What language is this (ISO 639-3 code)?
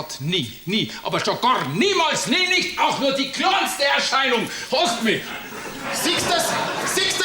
bar